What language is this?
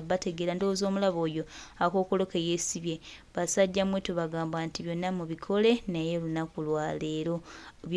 Ganda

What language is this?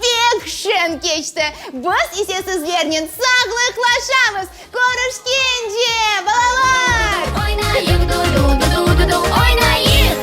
Crimean Tatar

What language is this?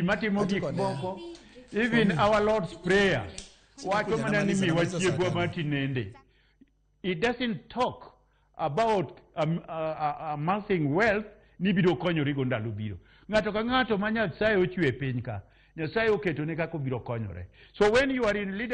Luo (Kenya and Tanzania)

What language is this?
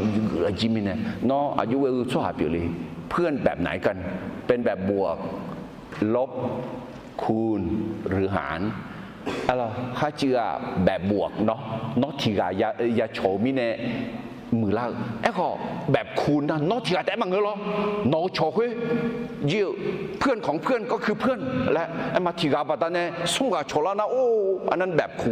Akha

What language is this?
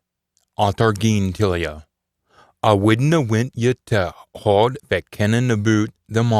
Scots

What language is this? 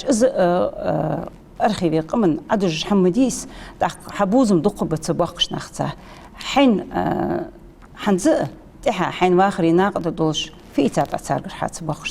Ingush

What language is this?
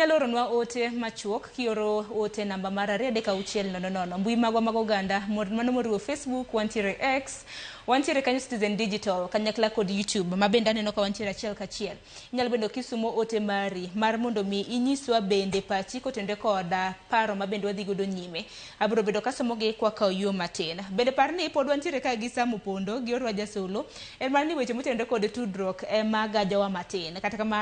Luo (Kenya and Tanzania)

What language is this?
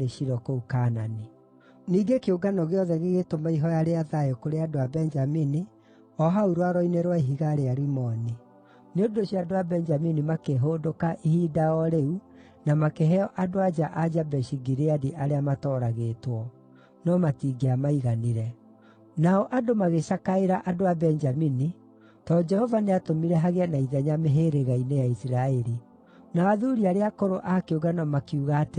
Kikuyu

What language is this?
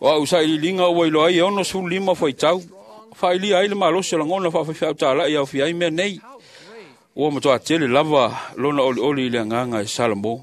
Samoan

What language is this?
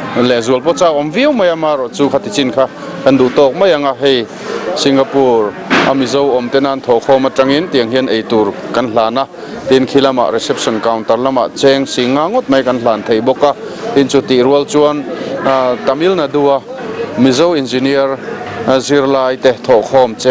Mizo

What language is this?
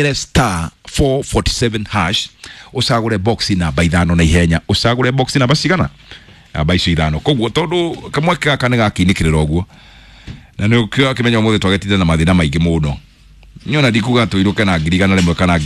Kikuyu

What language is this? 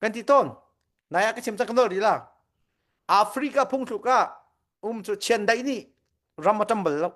Hakha Chin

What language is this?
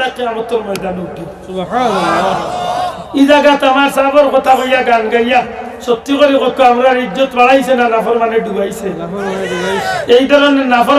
Sylheti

